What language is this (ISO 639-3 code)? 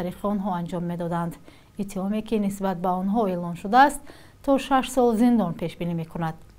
tgk